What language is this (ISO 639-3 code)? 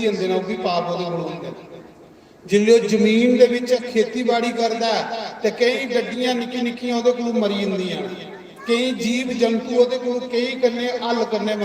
doi